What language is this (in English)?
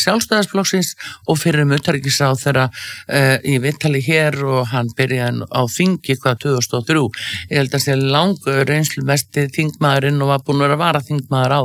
Icelandic